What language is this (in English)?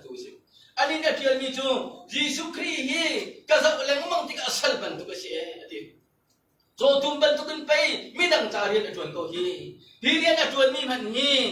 Hakha Chin